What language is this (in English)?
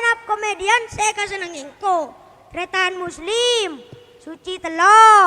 Madurese